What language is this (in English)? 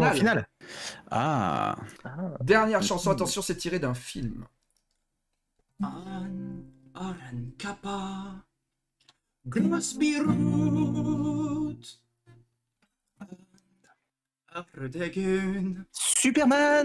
French